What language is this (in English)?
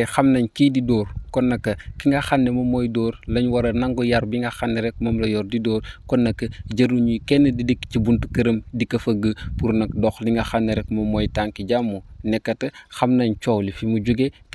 Wolof